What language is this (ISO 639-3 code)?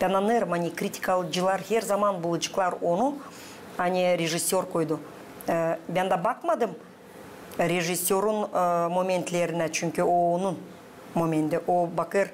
gag